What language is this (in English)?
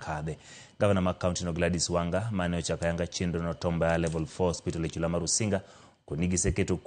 Luo (Kenya and Tanzania)